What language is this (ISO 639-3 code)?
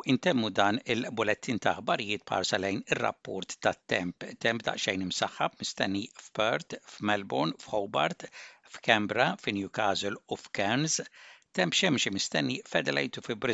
mlt